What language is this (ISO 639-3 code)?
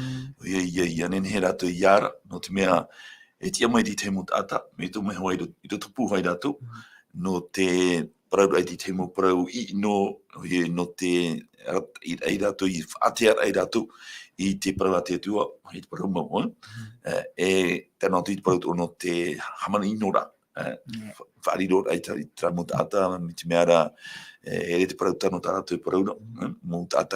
tah